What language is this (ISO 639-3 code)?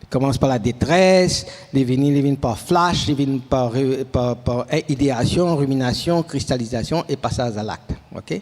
mfe